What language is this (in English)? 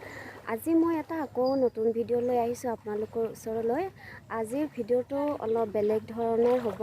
Assamese